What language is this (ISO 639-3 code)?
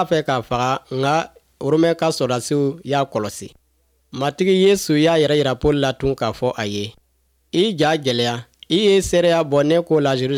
bam